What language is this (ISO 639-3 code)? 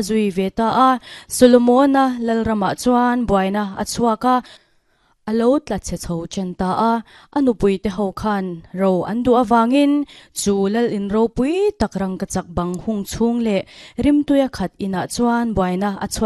lus